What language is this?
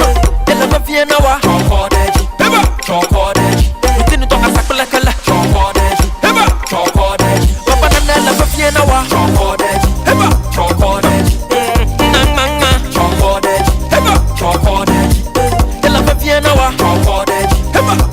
Ewe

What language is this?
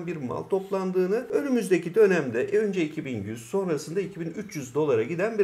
Turkish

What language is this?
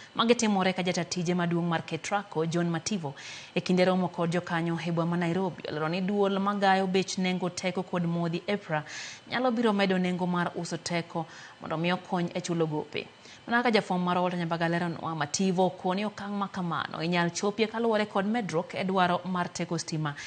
Luo (Kenya and Tanzania)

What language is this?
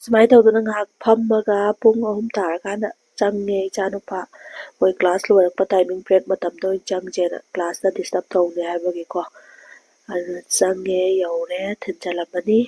Manipuri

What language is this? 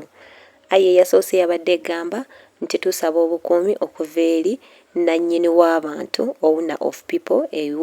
Ganda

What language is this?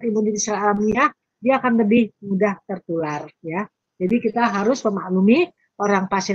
Indonesian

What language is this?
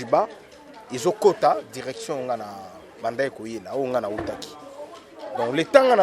Lingala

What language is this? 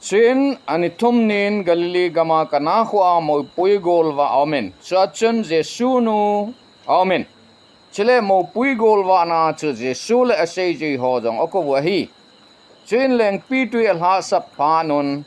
Thado Chin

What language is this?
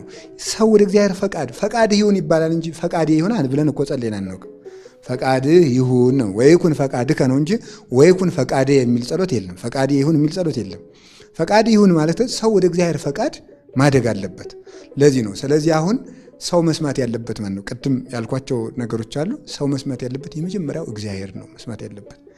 Amharic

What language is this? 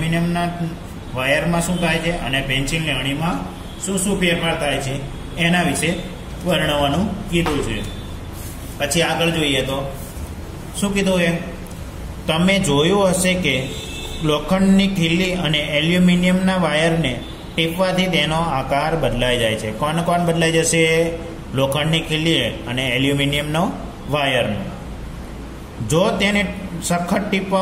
Gujarati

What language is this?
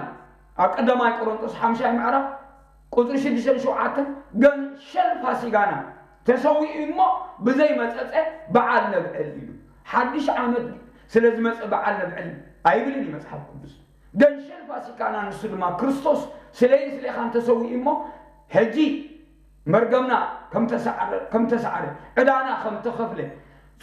Tigrinya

